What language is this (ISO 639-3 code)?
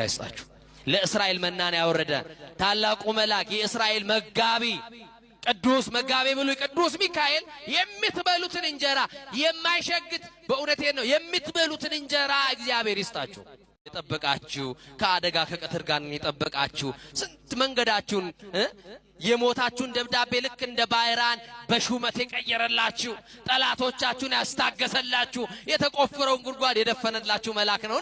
amh